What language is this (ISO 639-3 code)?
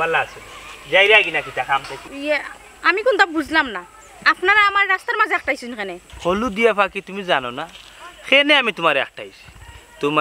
syl